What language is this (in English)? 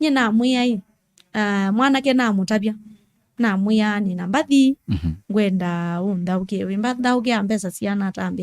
Kamba